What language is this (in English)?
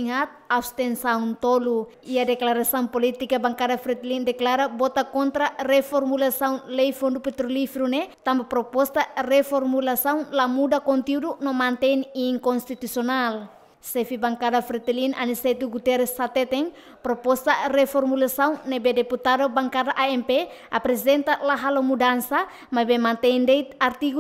Tetum